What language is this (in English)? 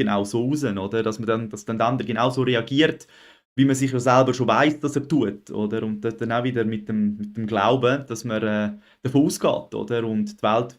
Swiss German